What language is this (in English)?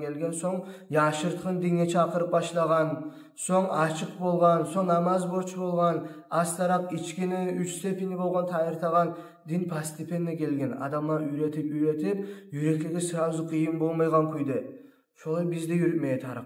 Kumyk